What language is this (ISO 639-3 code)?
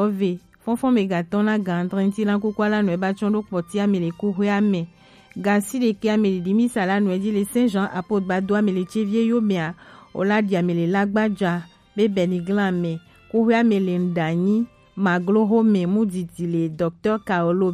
gej